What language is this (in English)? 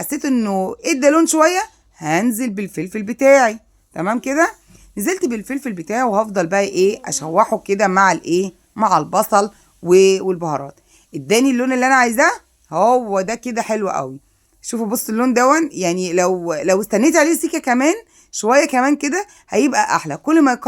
Egyptian Arabic